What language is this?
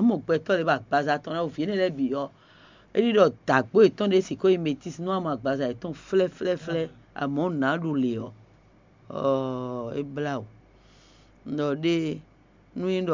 Fon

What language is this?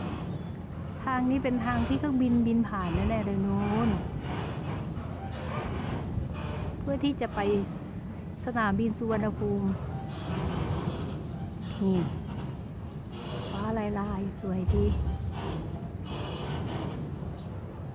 Thai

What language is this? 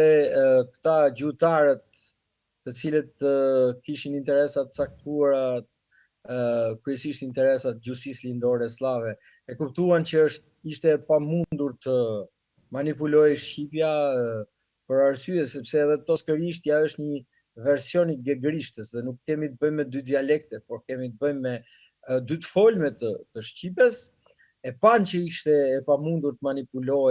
Albanian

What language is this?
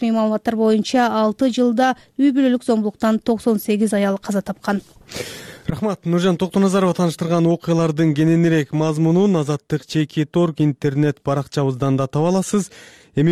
Kyrgyz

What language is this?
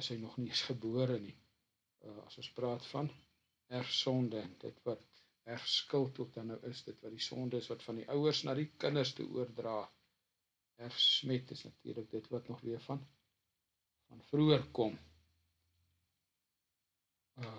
Afrikaans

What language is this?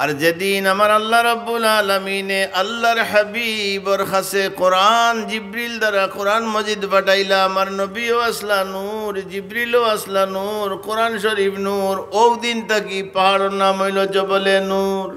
Sylheti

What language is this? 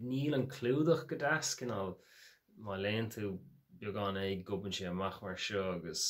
Irish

